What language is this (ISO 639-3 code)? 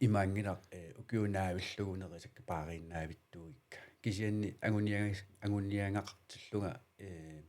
kal